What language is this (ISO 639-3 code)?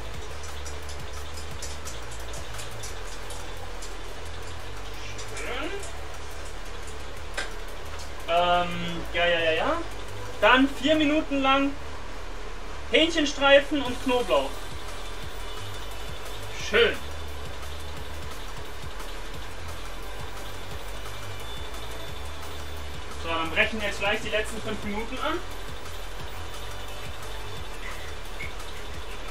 deu